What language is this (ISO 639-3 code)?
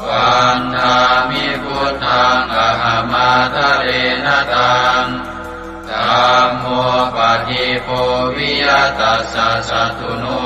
pli